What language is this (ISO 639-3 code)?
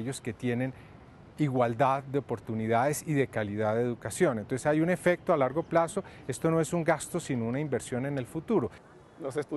spa